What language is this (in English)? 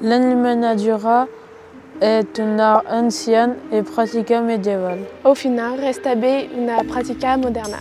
Occitan